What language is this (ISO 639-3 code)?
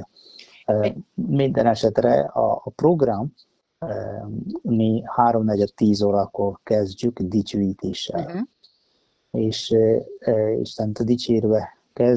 hun